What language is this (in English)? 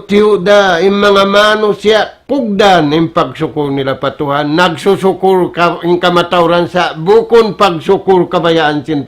Tausug